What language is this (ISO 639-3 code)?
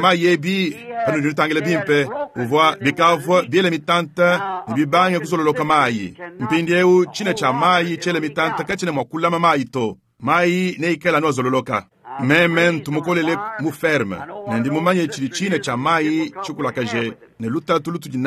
lua